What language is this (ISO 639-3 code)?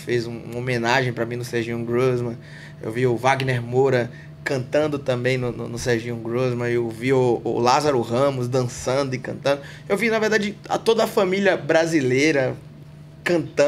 por